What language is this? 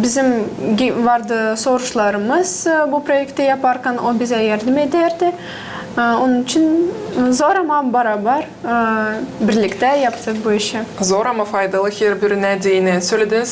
Gagauz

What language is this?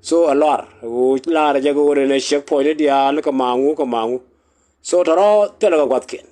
Nuer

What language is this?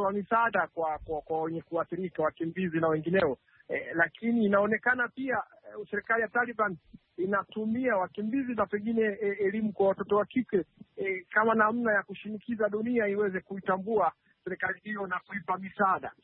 Swahili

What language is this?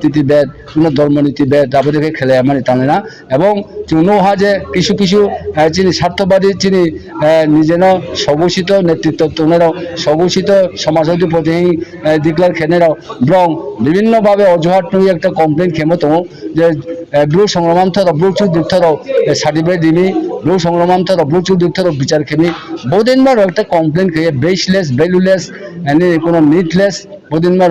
Riang (India)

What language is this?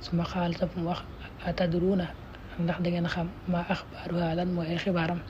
Wolof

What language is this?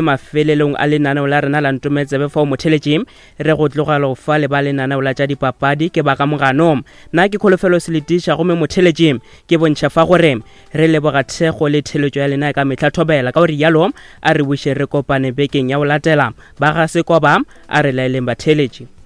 Northern Sotho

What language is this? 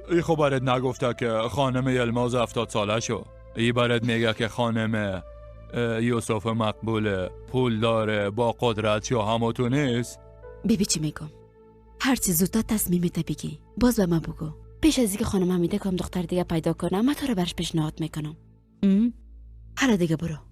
Persian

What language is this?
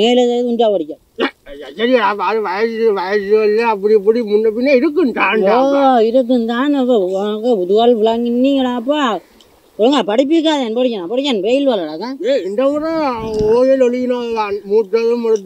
Tamil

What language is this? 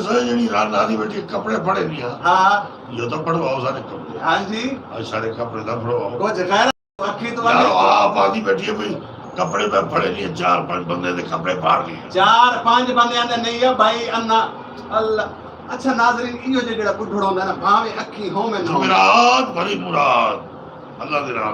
Saraiki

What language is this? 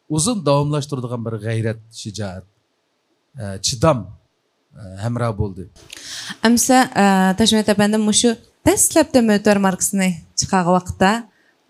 Uyghur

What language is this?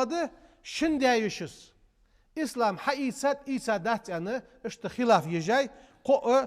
Ingush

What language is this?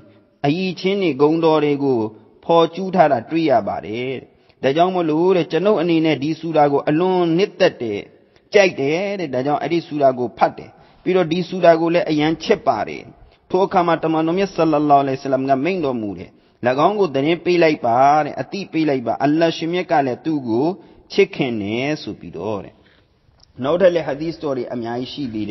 Burmese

